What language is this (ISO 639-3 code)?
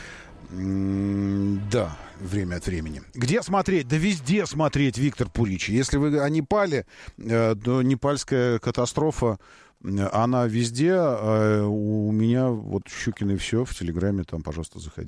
rus